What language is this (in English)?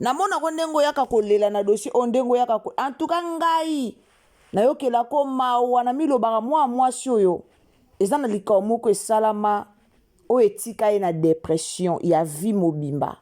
Lingala